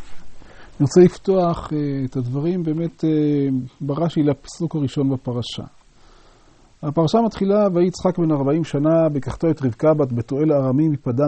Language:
Hebrew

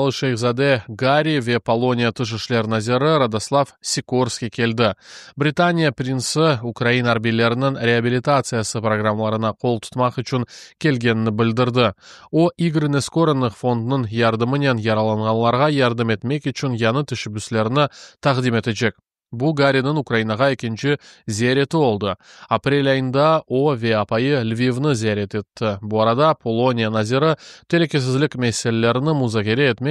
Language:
Crimean Tatar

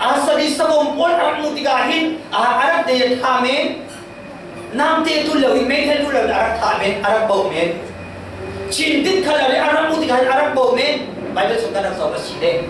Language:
Falam Chin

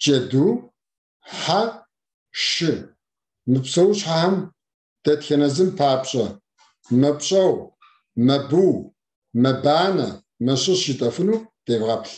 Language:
Kabardian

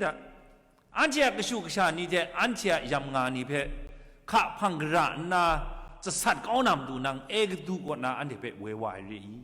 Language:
Kachin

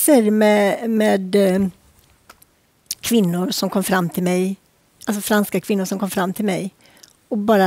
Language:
Swedish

